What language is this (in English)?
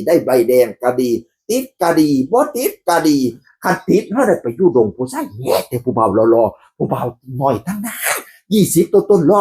Northeastern Thai